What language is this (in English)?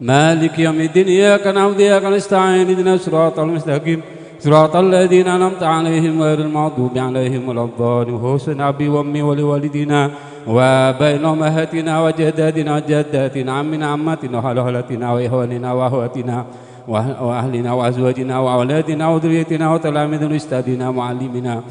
Madurese